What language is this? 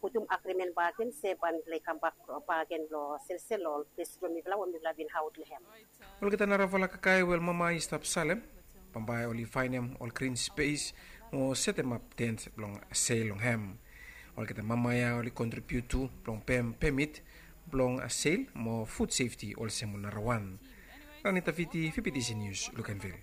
Bislama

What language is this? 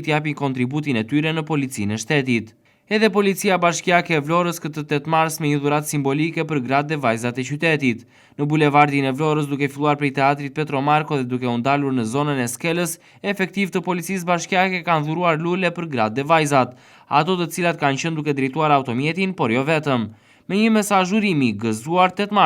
Albanian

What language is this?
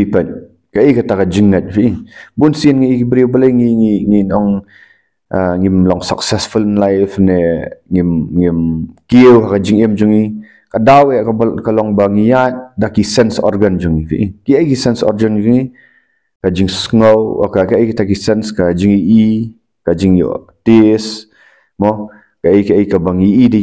Khasi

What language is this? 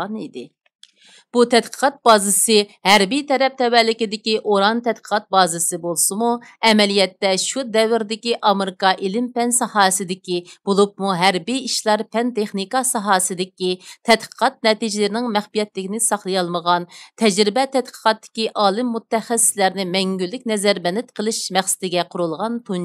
Uyghur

